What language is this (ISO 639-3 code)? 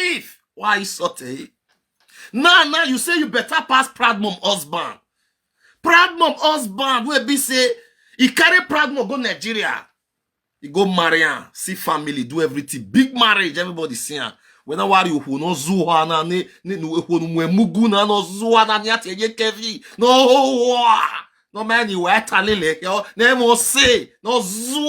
pcm